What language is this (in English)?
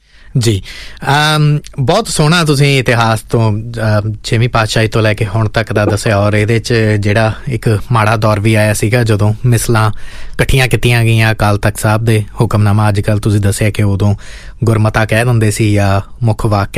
Punjabi